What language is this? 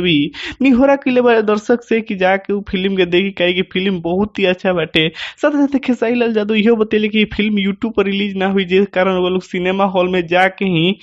Bhojpuri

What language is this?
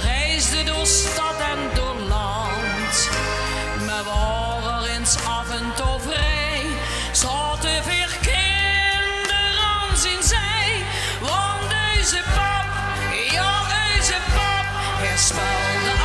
Limburgish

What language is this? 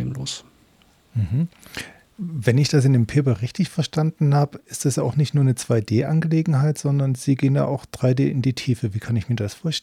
German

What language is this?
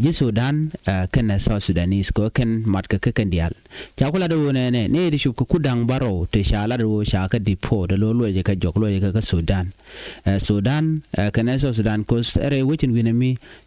Nuer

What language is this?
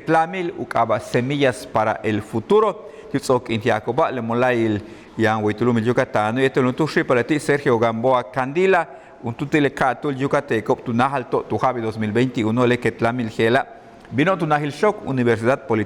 Yucateco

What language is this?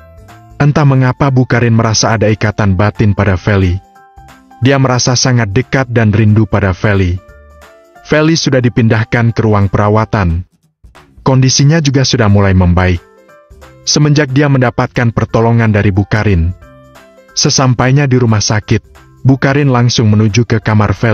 Indonesian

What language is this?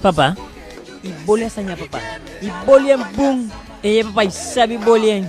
Eastern Maroon Creole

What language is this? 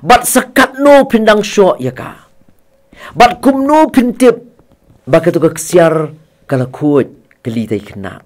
Khasi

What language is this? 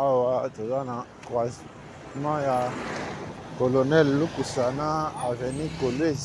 Lingala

